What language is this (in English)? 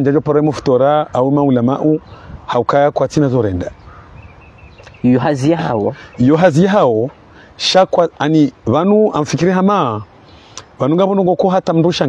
Swahili